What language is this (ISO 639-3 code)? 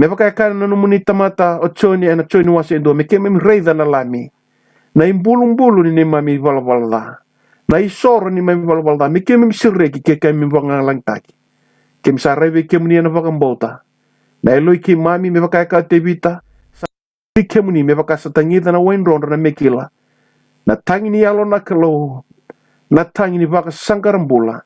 fij